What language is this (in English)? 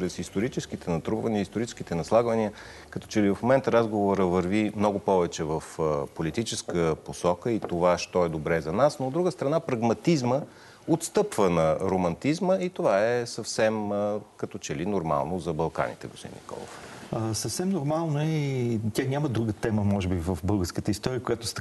Bulgarian